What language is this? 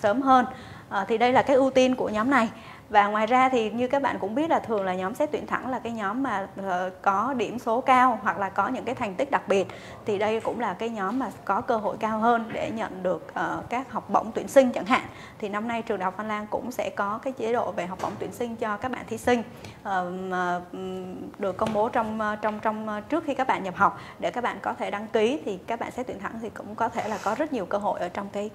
Vietnamese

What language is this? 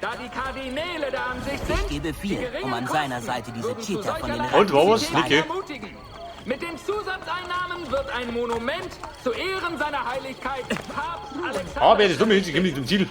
Bavarian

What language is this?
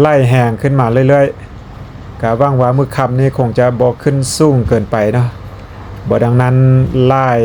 Lao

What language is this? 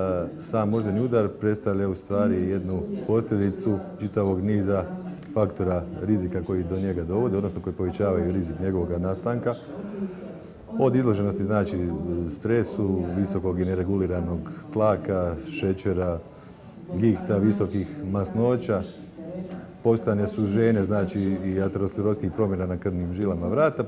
Croatian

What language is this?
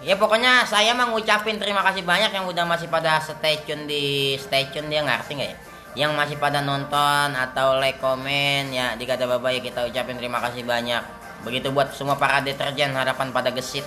Betawi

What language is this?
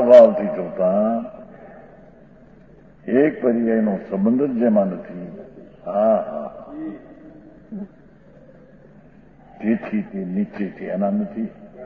Gujarati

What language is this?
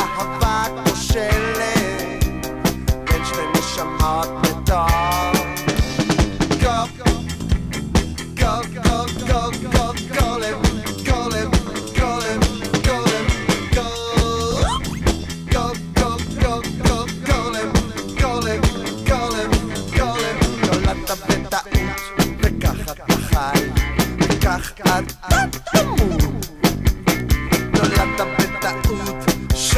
Hebrew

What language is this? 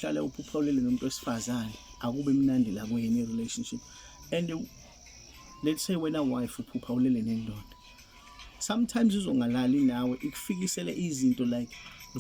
Zulu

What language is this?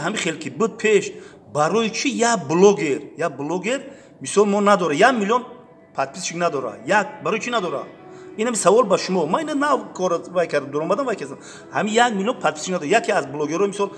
Tajik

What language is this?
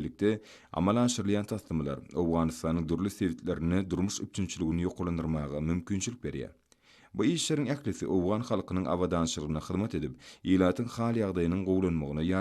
Turkmen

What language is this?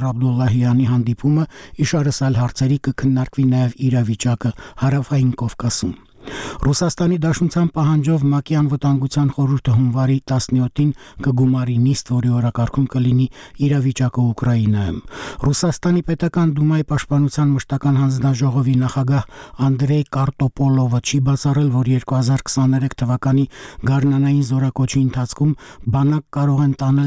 Armenian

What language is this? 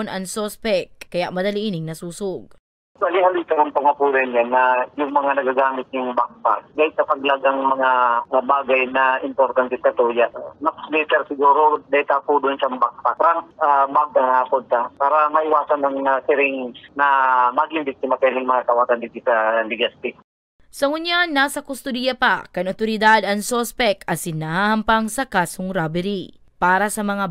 Bikol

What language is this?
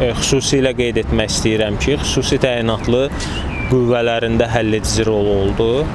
Azerbaijani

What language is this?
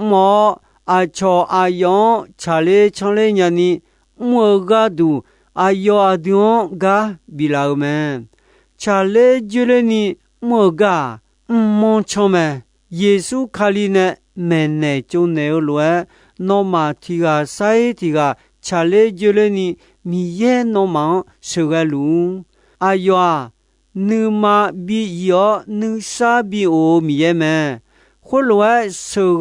Akha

